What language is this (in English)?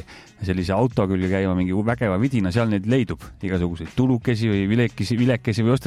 Estonian